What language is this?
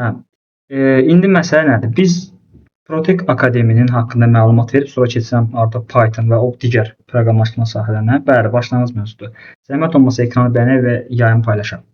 Azerbaijani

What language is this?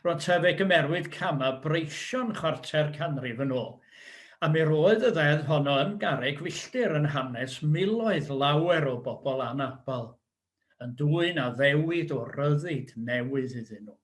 Welsh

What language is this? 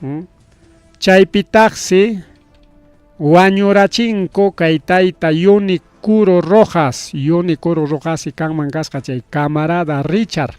Ayacucho Quechua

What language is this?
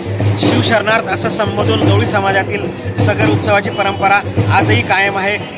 Marathi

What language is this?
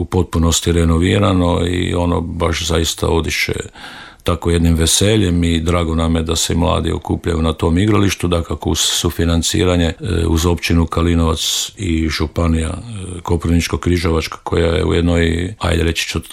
Croatian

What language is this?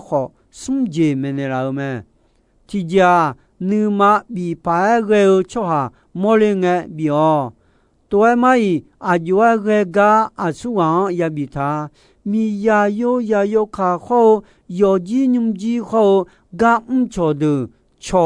Akha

